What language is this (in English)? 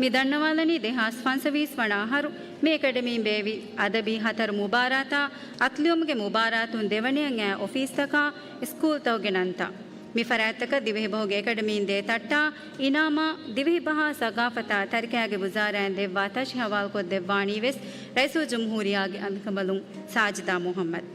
Divehi